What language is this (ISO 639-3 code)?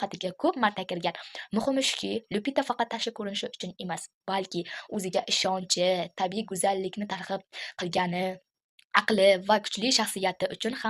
uzb